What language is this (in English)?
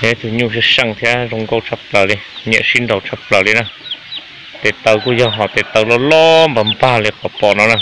Hmong